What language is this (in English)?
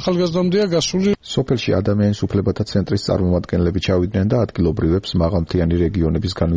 Georgian